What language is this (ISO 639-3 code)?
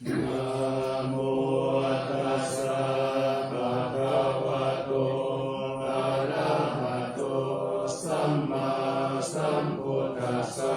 pli